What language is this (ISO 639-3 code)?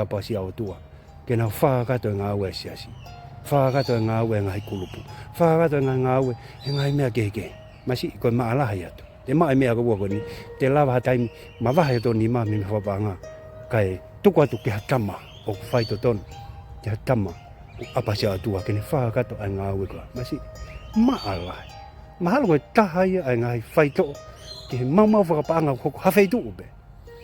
ton